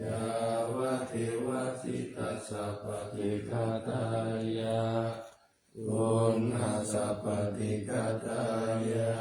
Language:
Pali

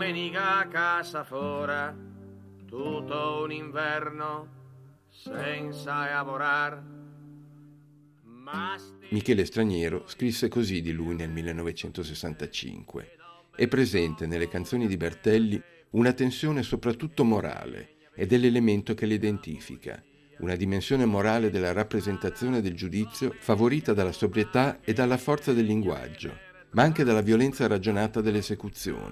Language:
Italian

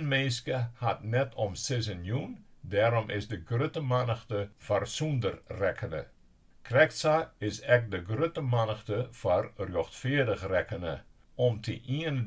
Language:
Western Frisian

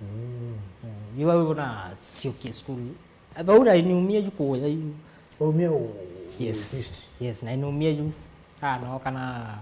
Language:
Kamba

